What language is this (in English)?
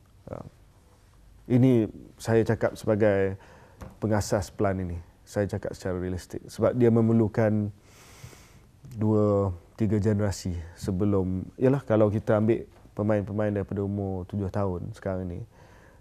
Malay